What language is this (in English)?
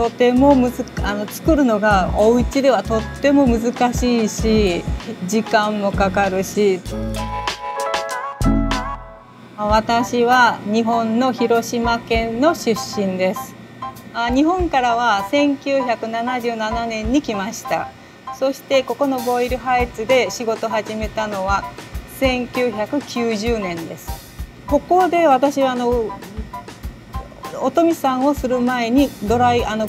Japanese